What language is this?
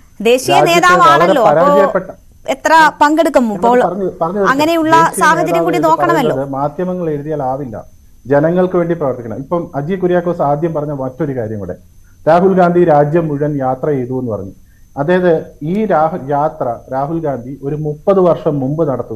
Malayalam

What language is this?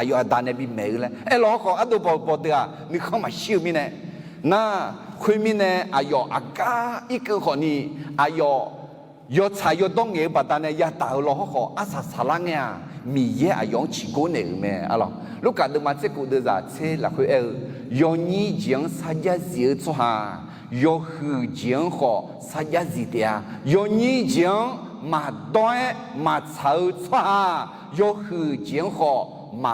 Akha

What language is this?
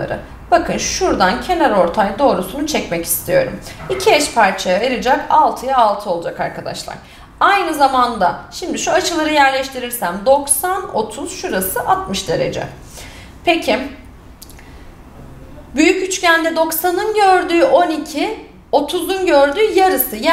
Turkish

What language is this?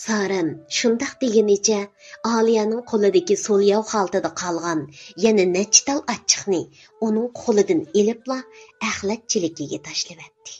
Uyghur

